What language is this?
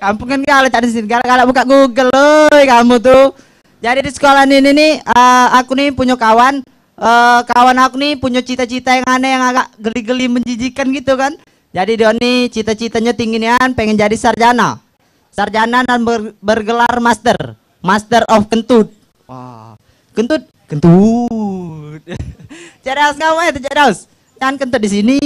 Musi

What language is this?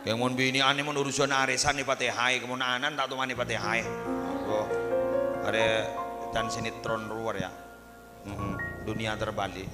Madurese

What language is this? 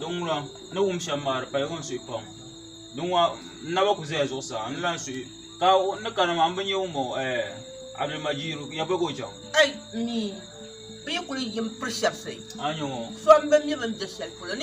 Dagbani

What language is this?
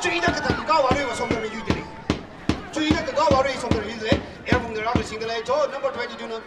Tangkhul Naga (India)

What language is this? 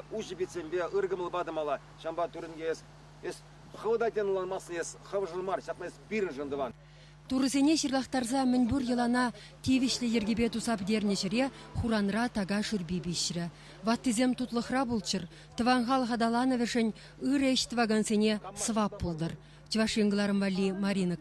Chuvash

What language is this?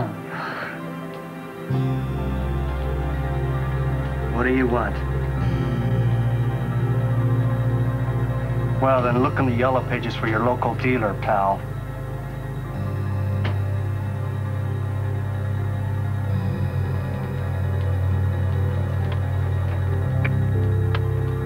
English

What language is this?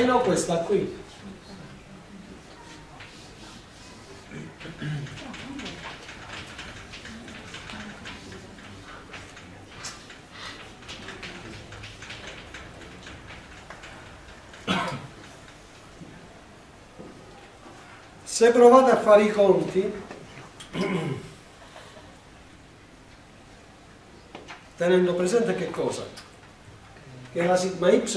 Italian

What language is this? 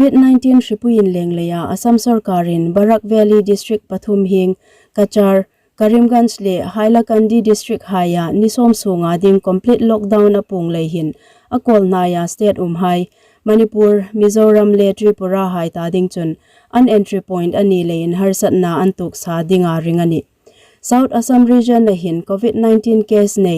Hmar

